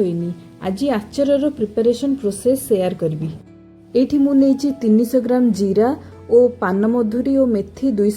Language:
Odia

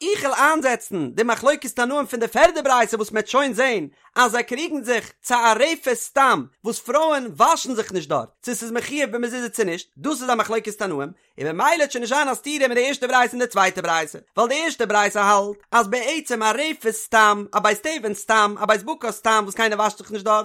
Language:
Yiddish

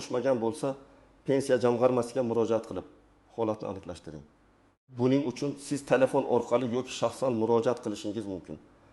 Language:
Uzbek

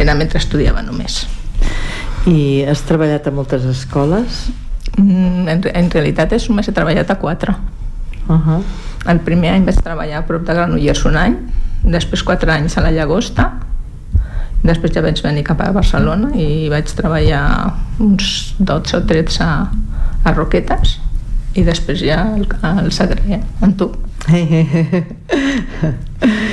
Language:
Catalan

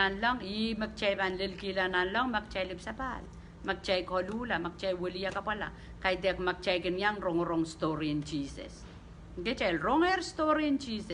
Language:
Pohnpeian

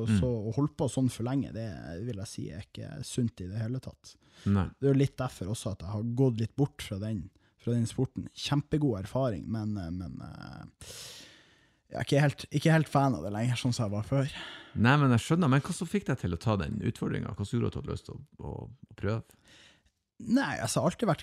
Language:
Norwegian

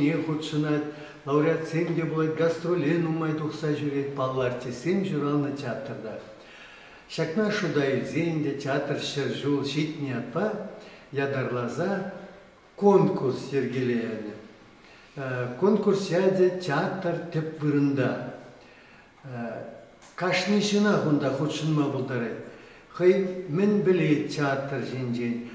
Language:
Chuvash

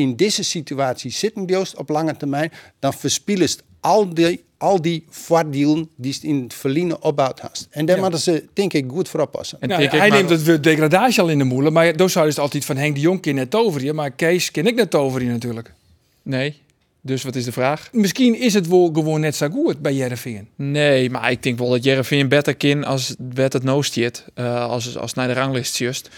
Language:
Western Frisian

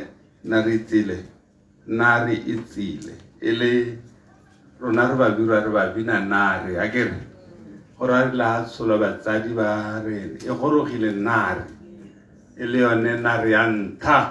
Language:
Tswana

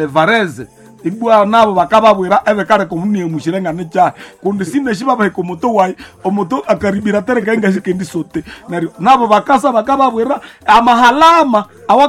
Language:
Nande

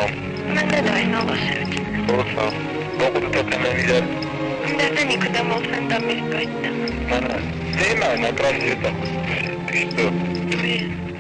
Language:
Ossetic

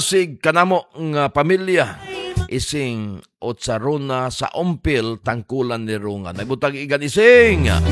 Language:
Cebuano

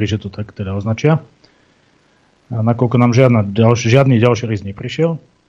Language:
Slovak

